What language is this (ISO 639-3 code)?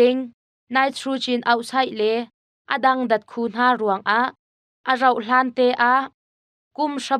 cnh